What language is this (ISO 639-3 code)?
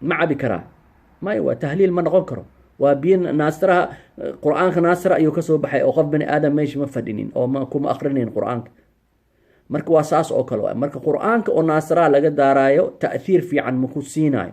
som